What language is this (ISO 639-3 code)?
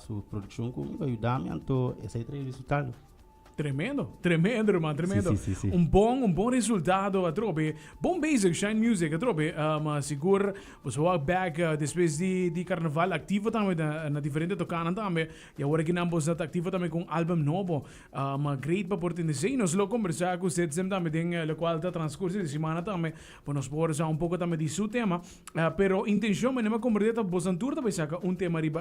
pap